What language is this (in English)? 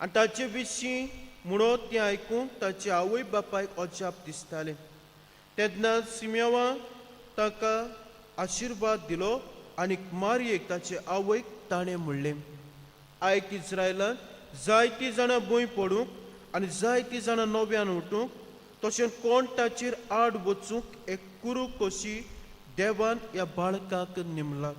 Konkani